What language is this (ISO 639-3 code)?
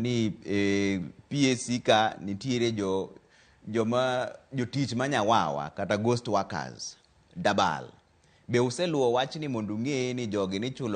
luo